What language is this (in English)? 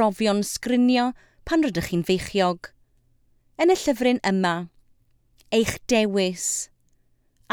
Welsh